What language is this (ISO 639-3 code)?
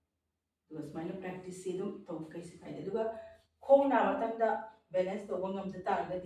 mni